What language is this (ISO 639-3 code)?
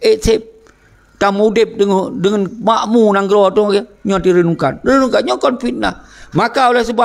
ace